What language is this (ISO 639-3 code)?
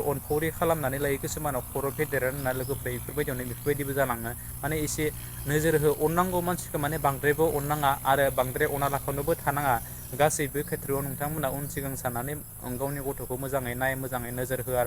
brx